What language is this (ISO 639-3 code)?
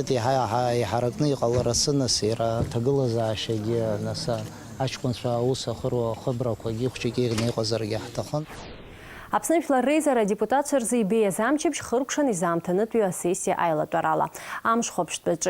abk